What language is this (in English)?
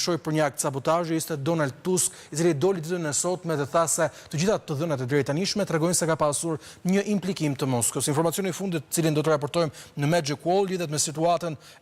Albanian